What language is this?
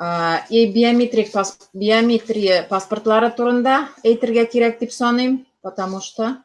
Tatar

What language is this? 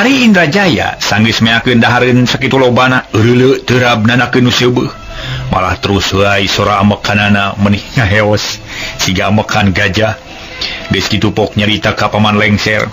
Sundanese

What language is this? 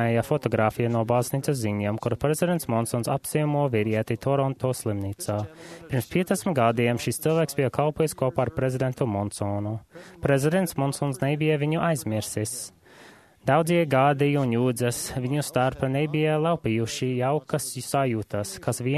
Latvian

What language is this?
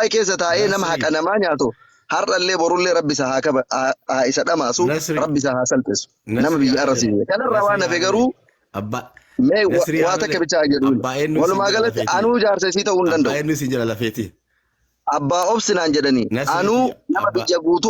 Oromo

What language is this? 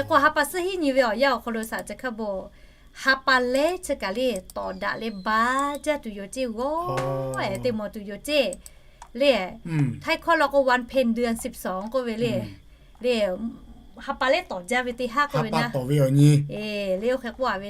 Lahu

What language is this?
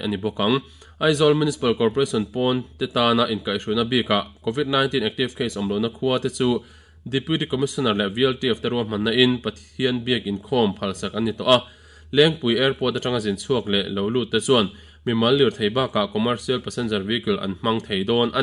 Mizo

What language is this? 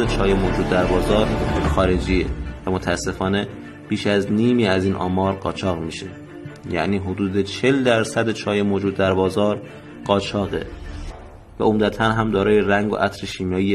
Persian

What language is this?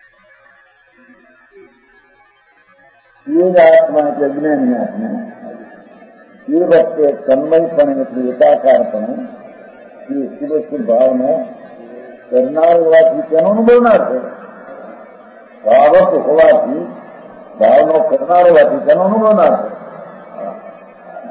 Gujarati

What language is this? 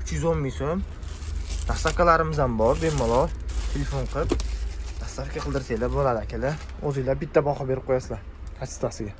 Uzbek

